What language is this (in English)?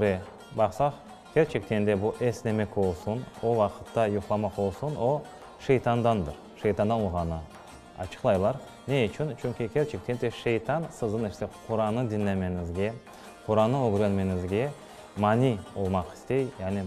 Crimean Tatar